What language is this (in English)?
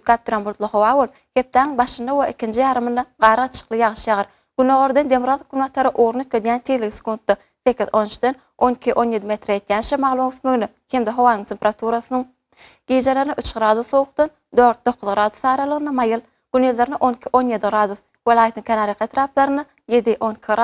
Turkmen